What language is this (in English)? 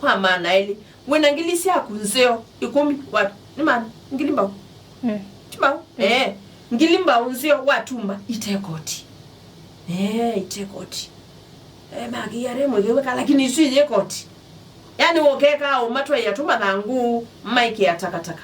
Kamba